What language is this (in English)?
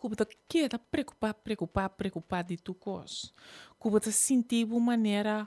Papiamento